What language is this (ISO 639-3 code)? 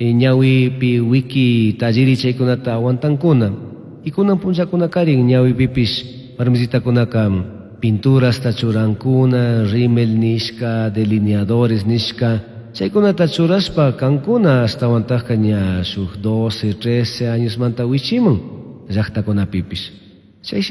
qug